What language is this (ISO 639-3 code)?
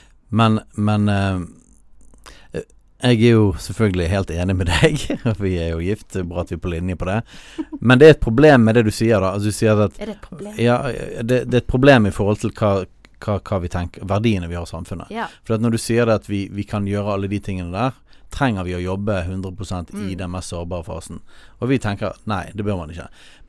nor